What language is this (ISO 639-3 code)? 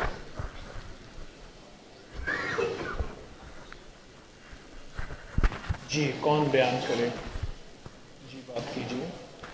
urd